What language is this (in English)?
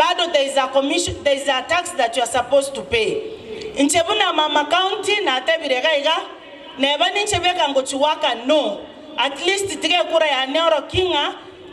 Gusii